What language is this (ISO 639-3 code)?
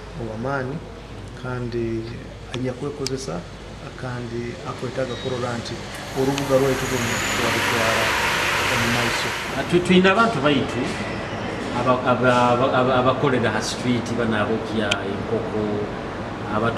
nyo